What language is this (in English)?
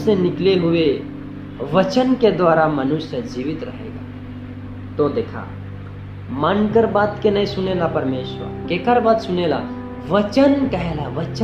Sadri